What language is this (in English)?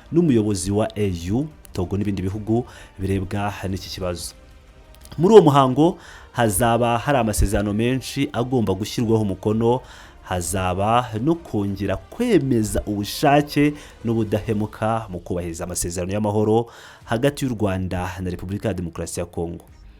Kinyarwanda